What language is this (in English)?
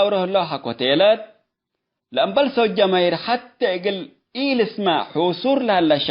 Tigre